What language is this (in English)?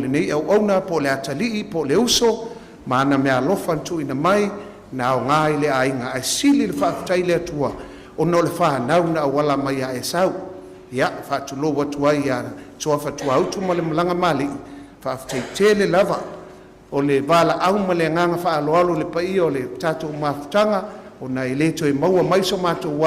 Samoan